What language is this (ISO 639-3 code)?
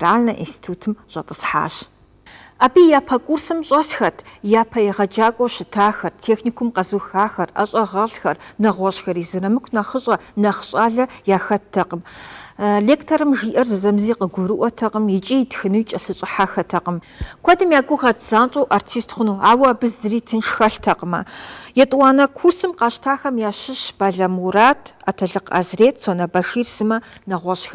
kbd